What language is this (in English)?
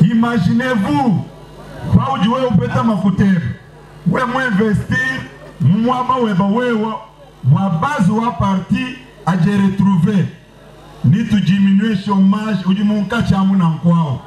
Luba-Lulua